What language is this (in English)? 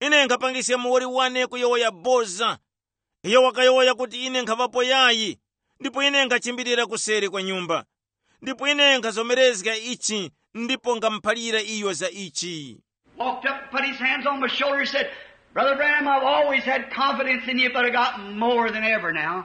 Tumbuka